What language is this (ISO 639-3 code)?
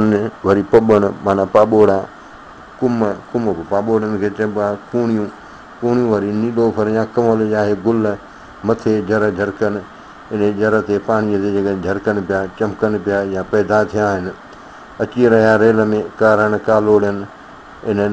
snd